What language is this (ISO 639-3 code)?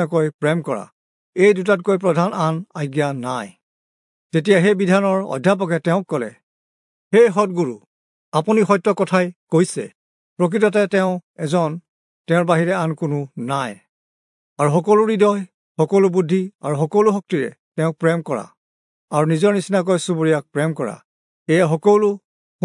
asm